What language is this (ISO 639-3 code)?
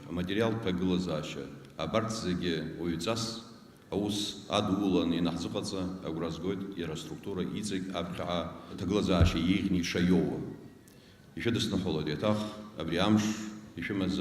abk